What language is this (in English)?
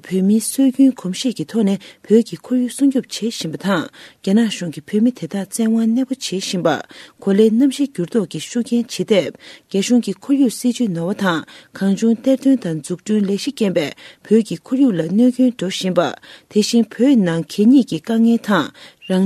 Tibetan